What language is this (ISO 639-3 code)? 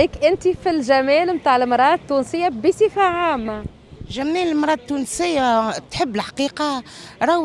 aeb